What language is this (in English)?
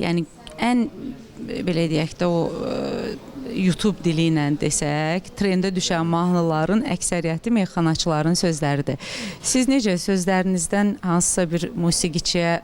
Azerbaijani